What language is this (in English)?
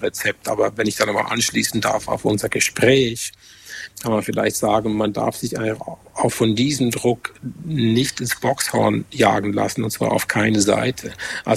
German